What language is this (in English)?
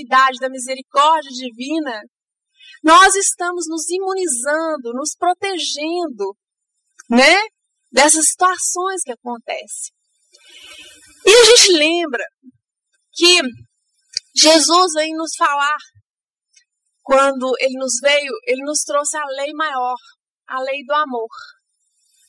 Portuguese